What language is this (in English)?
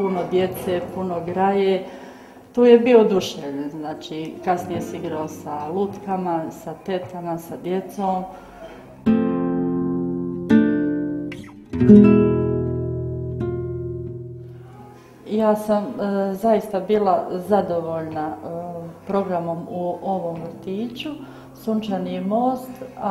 Bosnian